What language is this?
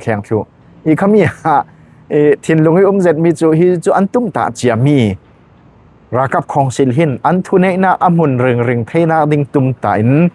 Falam Chin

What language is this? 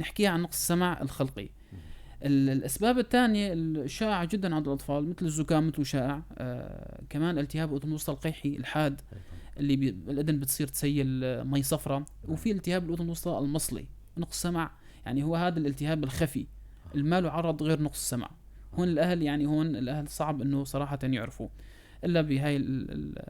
North Levantine Arabic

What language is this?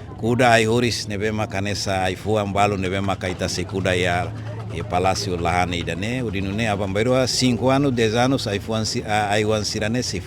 Tetum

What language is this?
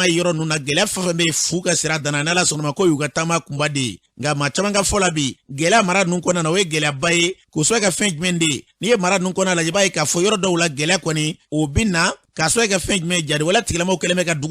Bambara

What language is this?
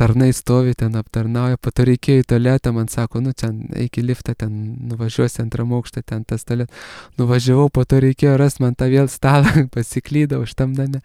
Lithuanian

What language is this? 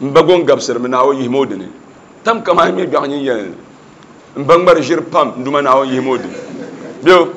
Dagbani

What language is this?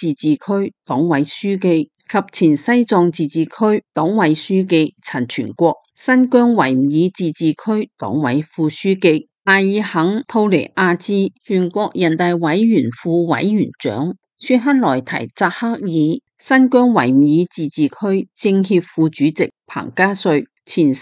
Cantonese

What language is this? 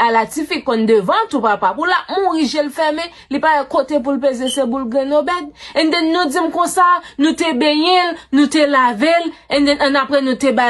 Haitian Creole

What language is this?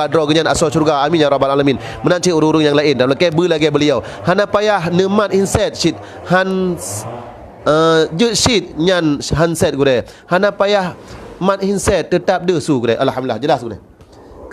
Achinese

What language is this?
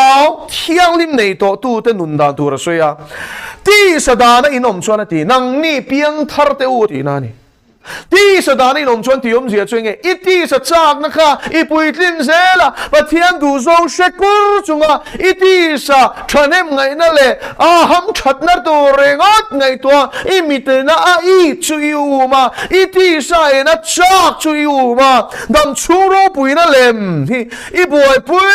Mizo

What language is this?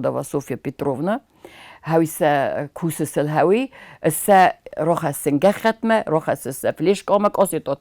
Ossetic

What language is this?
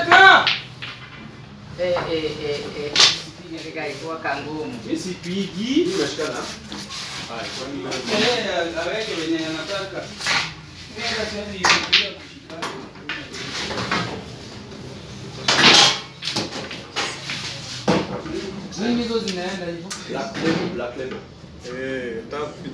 Swahili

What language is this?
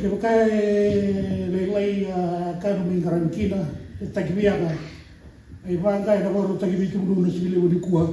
Fijian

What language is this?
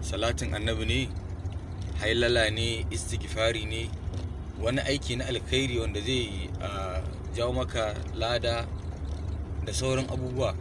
Hausa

